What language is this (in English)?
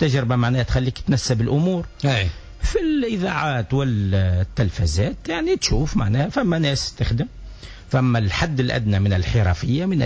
Tunisian Arabic